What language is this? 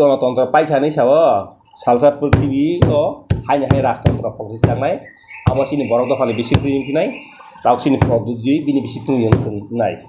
Kok Borok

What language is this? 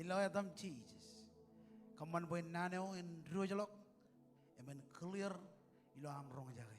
Marshallese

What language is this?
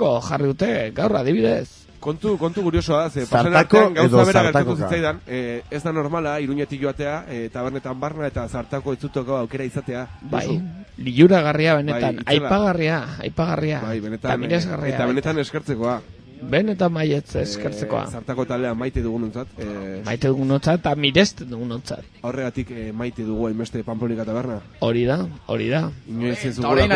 Basque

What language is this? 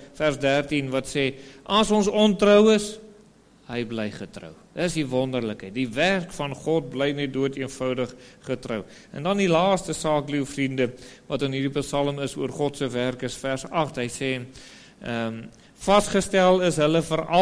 Afrikaans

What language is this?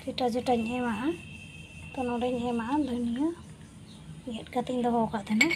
Santali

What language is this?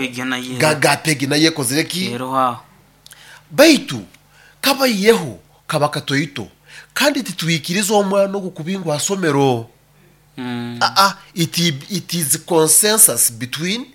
Nyoro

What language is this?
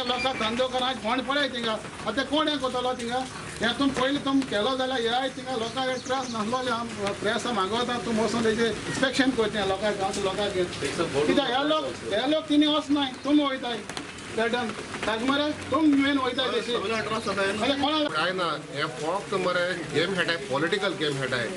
Konkani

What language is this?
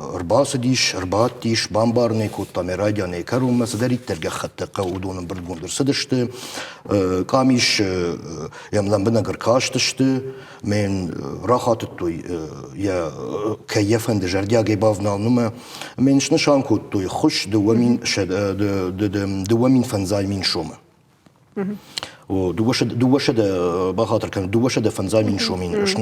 Ossetic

